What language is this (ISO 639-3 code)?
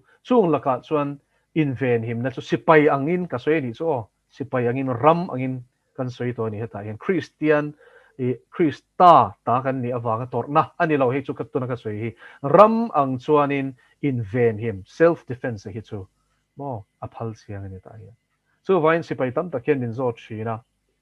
lus